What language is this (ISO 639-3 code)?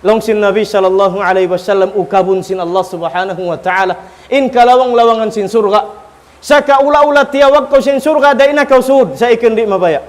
tsg